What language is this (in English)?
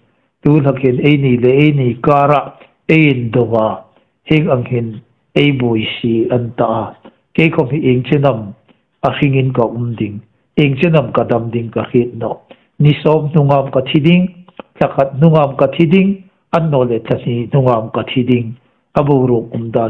Hmar